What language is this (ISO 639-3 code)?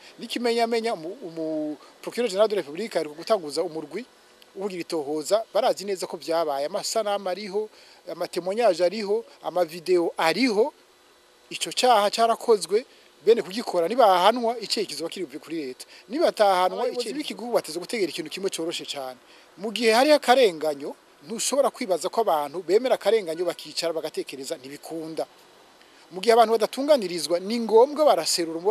run